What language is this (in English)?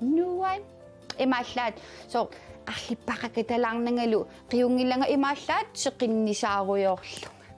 Kalaallisut